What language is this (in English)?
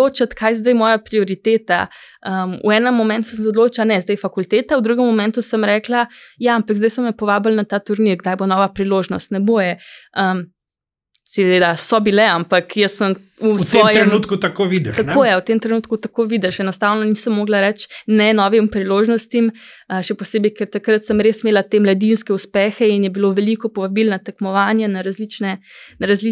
Slovenian